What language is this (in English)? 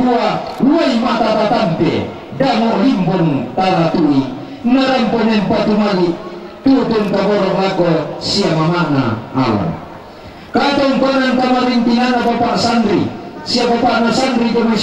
Toraja-Sa'dan